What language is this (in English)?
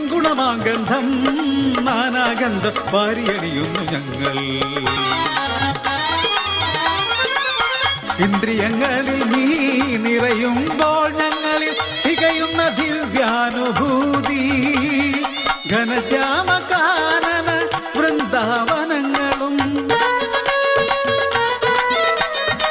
Malayalam